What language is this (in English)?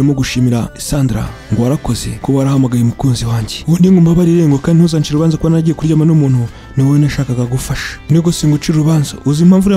Kinyarwanda